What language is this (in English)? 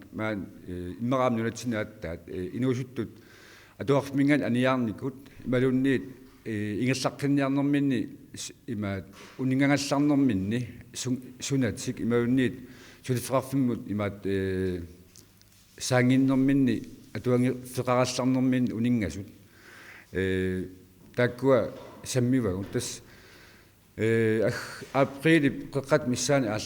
Kalaallisut